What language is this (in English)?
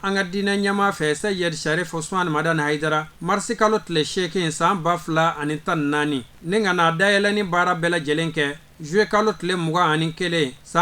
Bambara